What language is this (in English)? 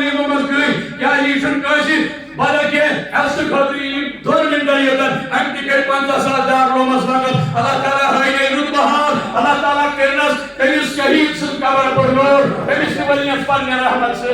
Kashmiri